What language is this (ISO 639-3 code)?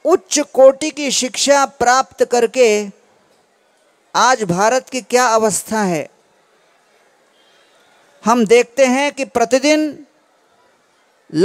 hin